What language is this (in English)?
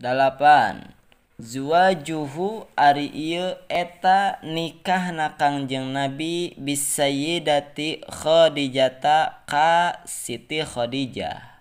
Sundanese